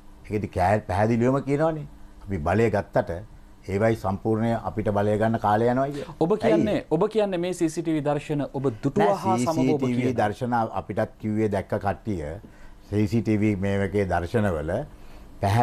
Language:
Sinhala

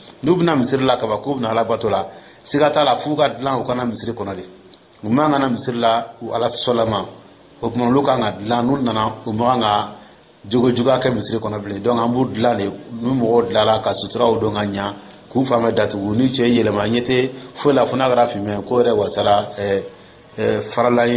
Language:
Dyula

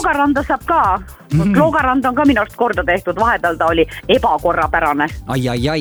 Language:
Estonian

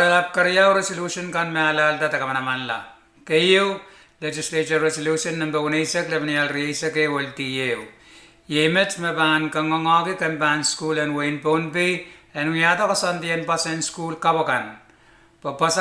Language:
Pohnpeian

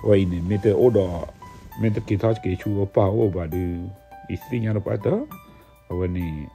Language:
S'gaw Karen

